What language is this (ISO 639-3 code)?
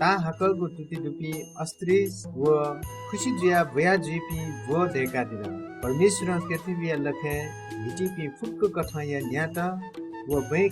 new